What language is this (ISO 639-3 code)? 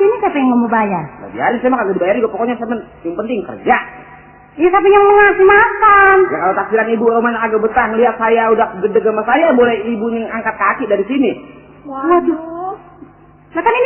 bew